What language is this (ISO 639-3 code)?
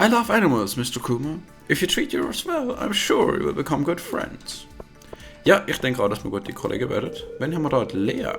gsw